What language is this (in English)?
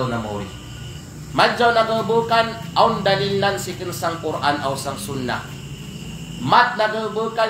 Kalagan